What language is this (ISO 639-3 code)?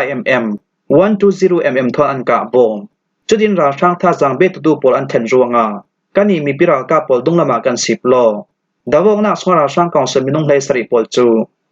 cfm